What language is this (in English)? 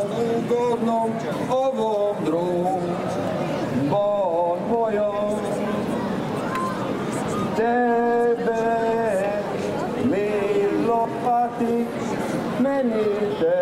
Croatian